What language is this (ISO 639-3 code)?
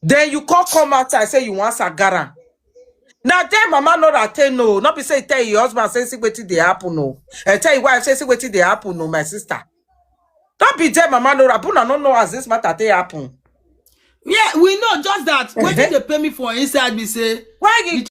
pcm